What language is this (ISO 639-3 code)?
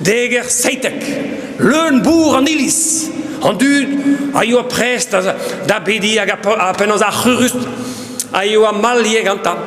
bre